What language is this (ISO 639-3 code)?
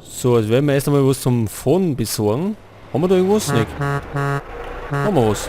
bar